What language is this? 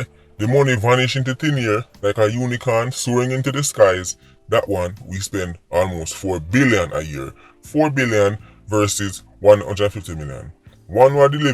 Jamaican Creole English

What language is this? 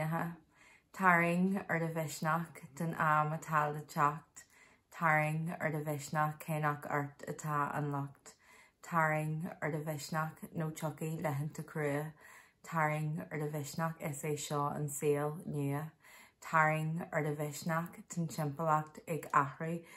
Irish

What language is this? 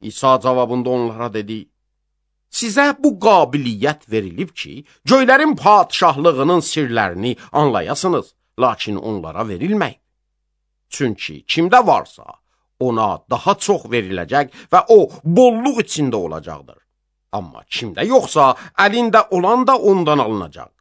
Azerbaijani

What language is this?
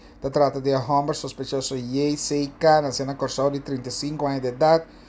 Papiamento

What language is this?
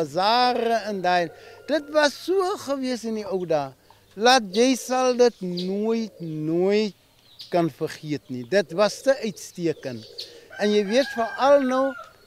Afrikaans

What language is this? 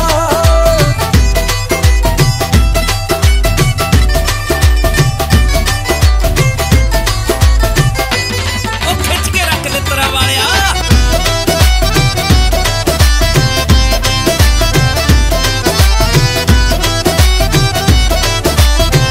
Punjabi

